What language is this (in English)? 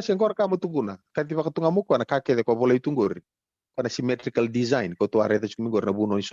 Fijian